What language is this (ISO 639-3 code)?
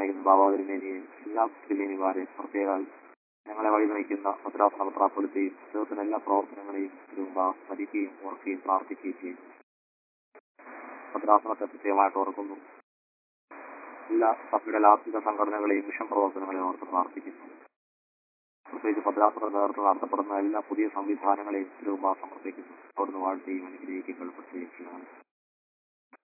mal